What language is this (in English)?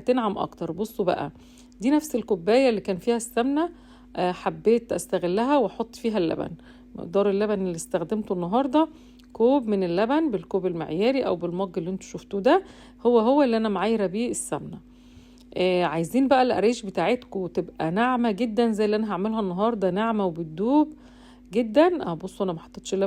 Egyptian Arabic